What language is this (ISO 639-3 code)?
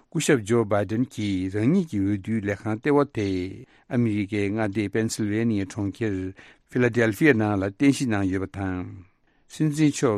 bod